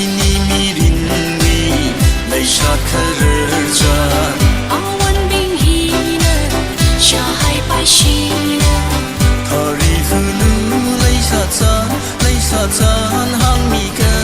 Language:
Tangkhul Naga (India)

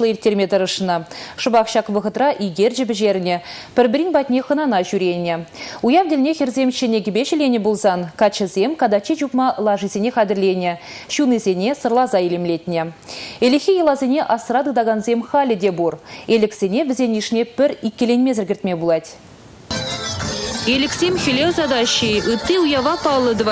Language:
Chuvash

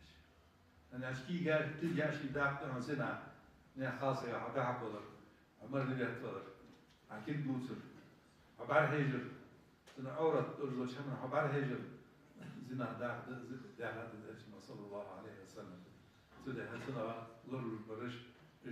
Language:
Ingush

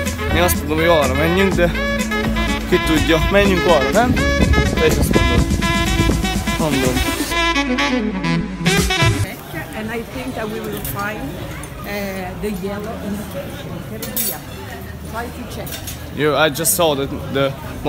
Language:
Hungarian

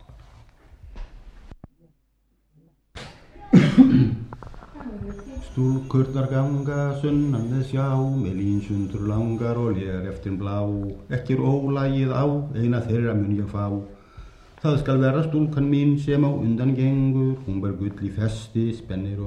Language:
Icelandic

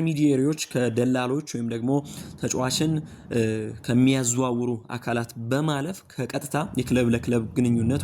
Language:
Amharic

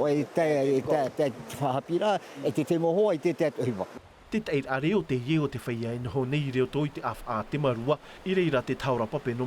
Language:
Tahitian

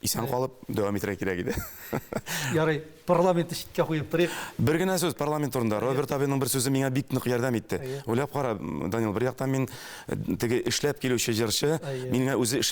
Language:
Tatar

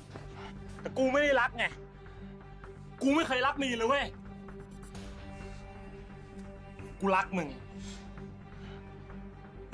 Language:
Thai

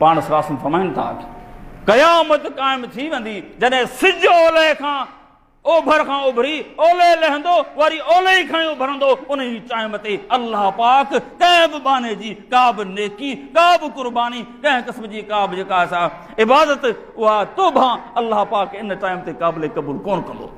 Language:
Sindhi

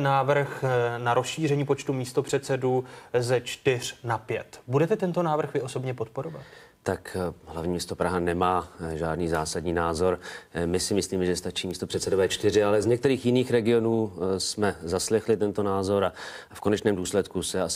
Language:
Czech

